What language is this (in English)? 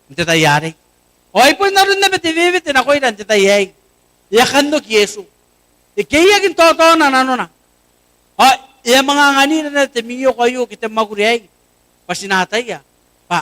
Gilbertese